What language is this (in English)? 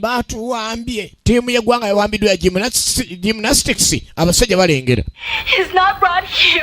Ganda